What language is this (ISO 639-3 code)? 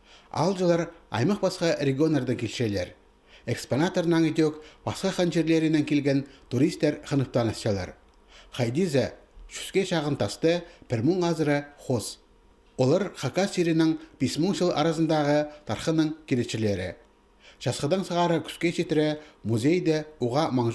kjh